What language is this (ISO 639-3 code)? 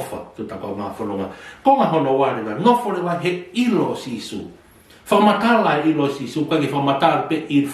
ton